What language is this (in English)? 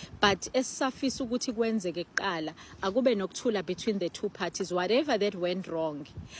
Zulu